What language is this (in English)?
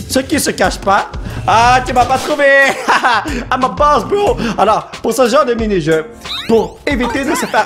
French